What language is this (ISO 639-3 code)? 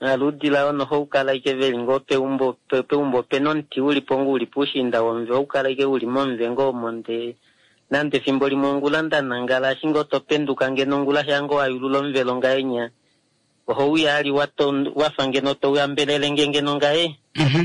kua